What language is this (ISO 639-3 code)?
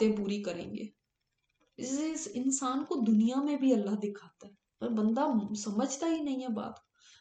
urd